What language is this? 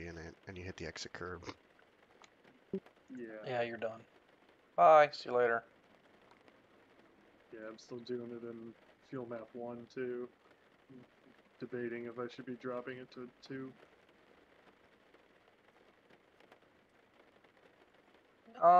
English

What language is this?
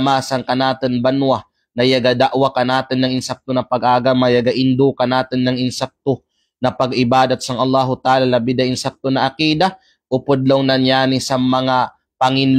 Kalagan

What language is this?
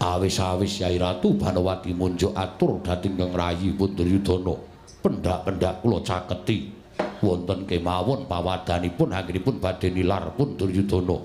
Javanese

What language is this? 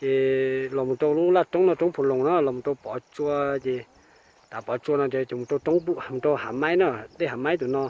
Hmong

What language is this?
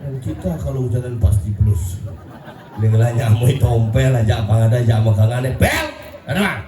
Balinese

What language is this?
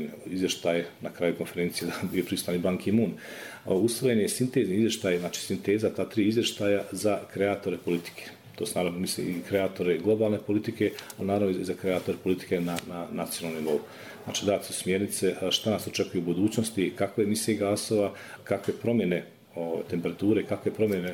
Bosnian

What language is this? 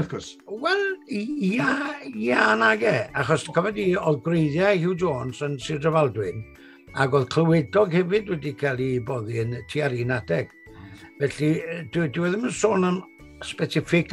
Welsh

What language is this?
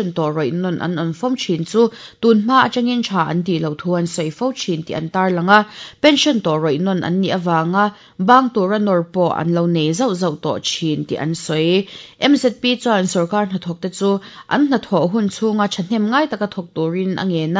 Mizo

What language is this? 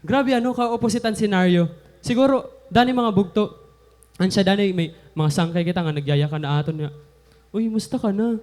Waray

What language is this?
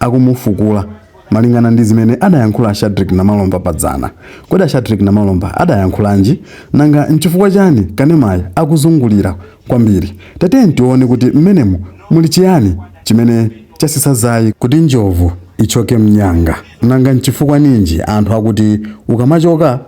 Nyanja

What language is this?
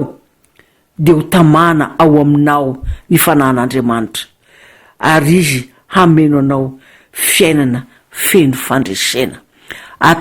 Malagasy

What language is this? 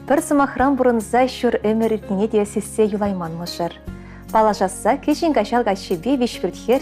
Chuvash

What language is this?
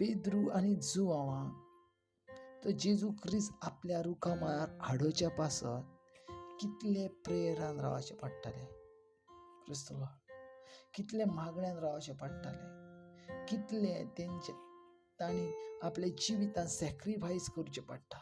Konkani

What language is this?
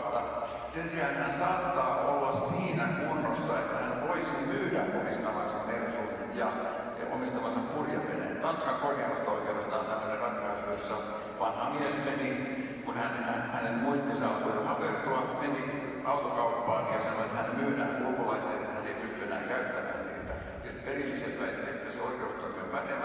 Finnish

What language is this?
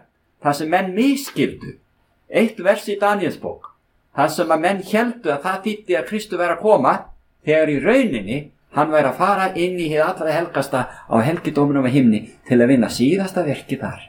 Icelandic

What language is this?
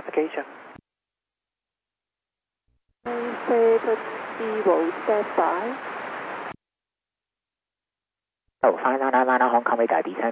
English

